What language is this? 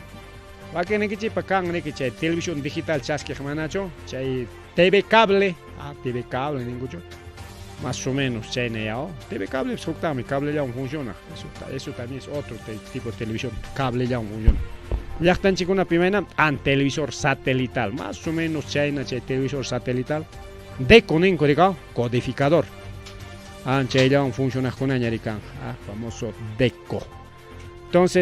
Ayacucho Quechua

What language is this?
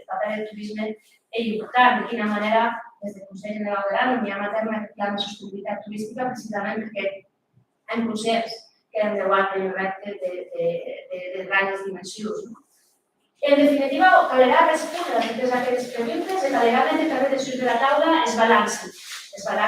Occitan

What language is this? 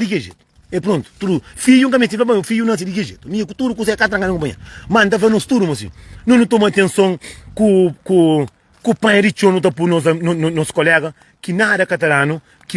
Kabuverdianu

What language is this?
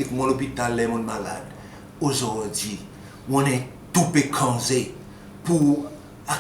Seselwa Creole French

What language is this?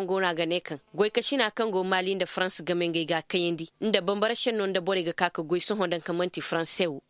Koyraboro Senni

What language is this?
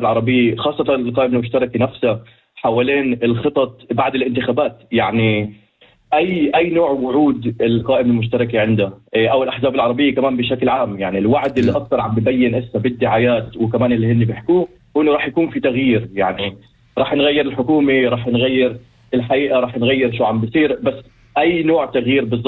North Levantine Arabic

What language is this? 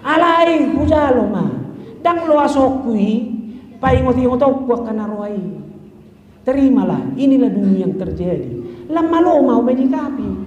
Batak Toba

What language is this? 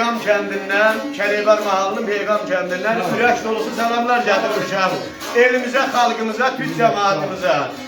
South Azerbaijani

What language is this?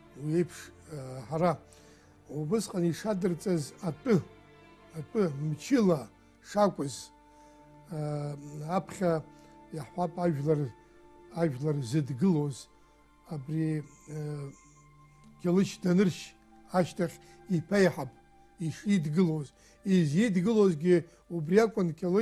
Abkhazian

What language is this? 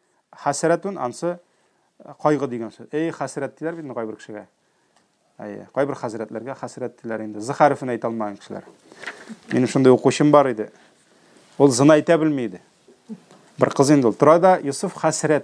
Tatar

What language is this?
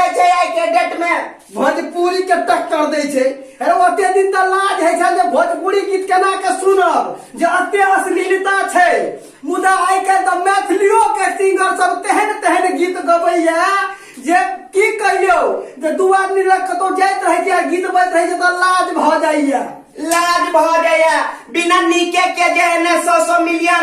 Maithili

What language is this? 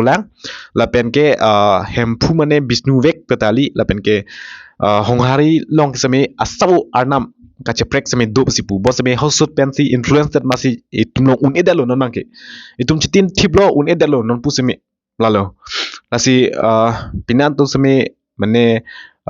Karbi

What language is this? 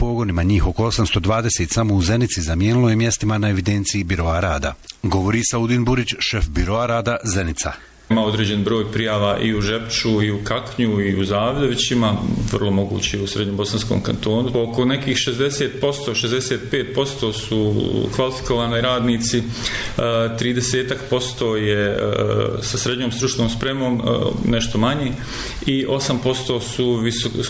Bosnian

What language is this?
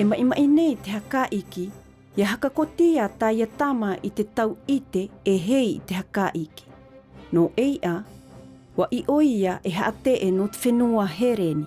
Tahitian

